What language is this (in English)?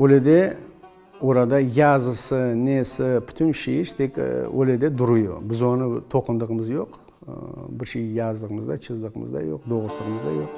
Crimean Tatar